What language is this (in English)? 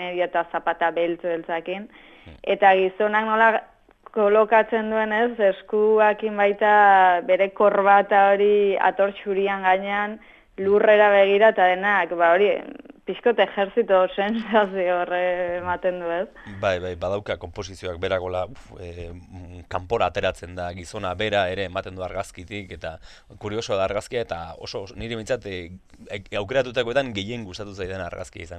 Basque